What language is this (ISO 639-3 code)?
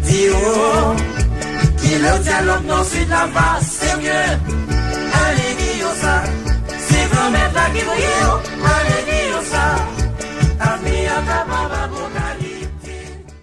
hat